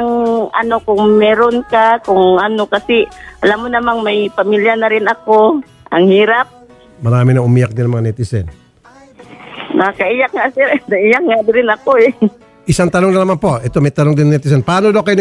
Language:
Filipino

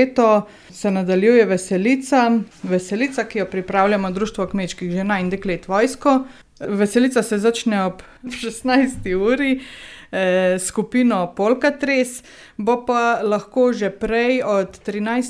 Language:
Slovenian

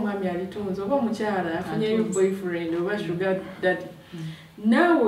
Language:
Ganda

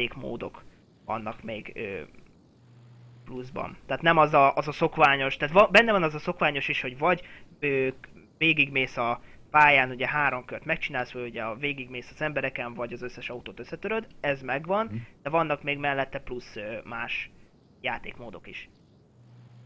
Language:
Hungarian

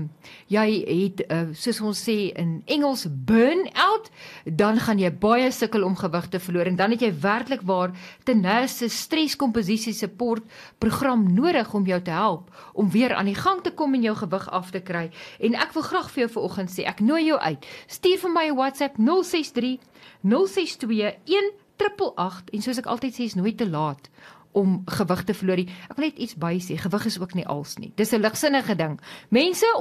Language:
Afrikaans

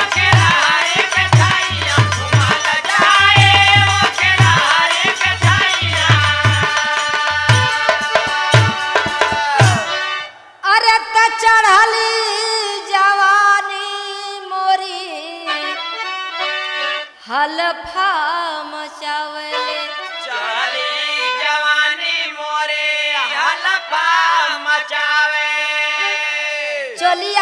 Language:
Bhojpuri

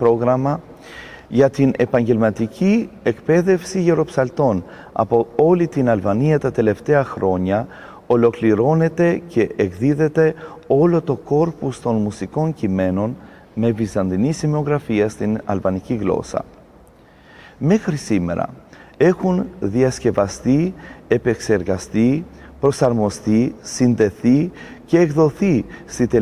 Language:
Greek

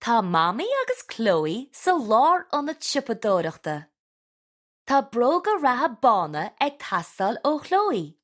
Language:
Irish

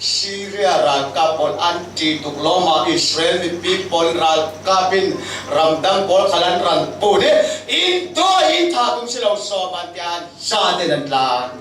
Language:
Falam Chin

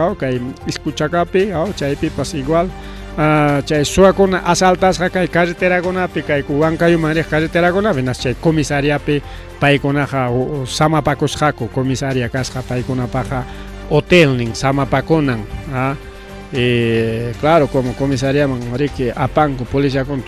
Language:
Ayacucho Quechua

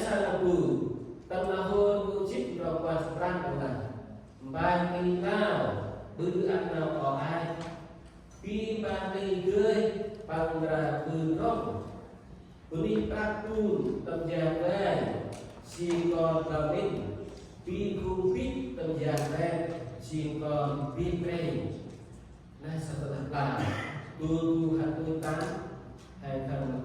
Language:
Central Mnong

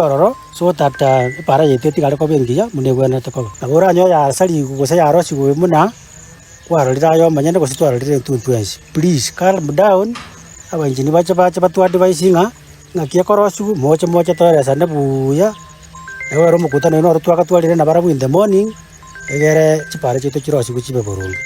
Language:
Gusii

